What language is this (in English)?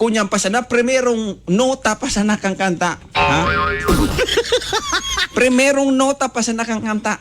Bikol